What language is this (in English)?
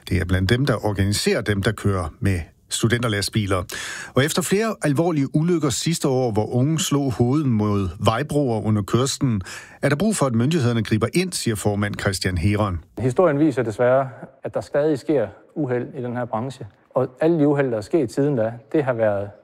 Danish